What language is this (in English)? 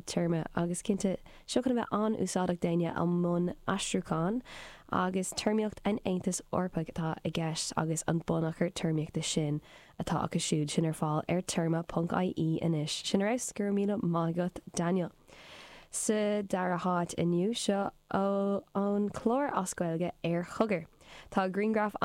Irish